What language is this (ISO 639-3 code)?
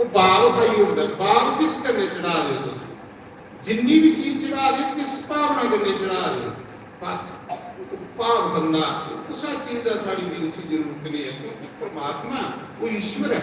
doi